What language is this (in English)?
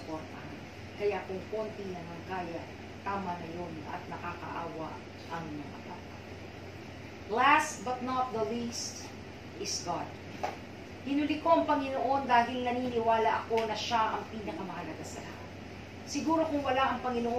Filipino